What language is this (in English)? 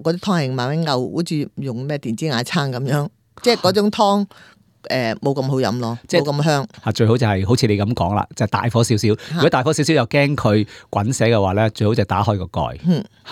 Cantonese